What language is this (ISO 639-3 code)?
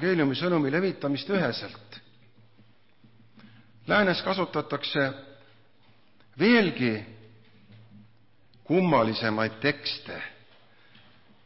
est